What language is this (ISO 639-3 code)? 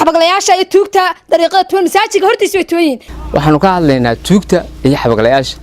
som